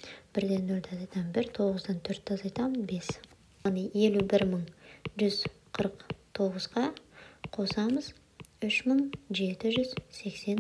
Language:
Kazakh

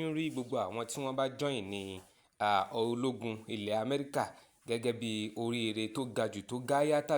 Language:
Yoruba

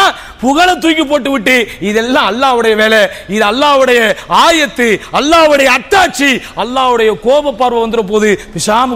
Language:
Tamil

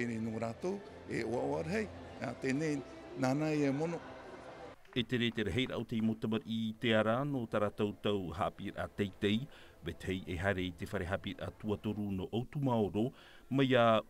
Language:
Tahitian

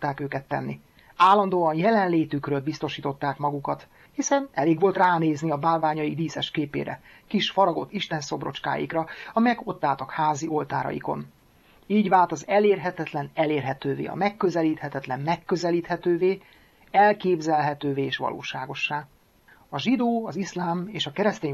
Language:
Hungarian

